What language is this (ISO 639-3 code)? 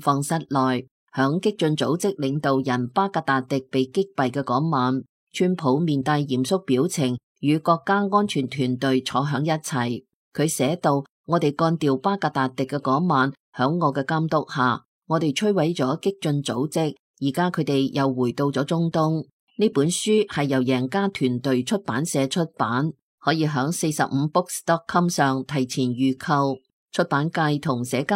yue